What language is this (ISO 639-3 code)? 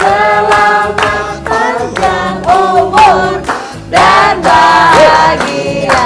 mui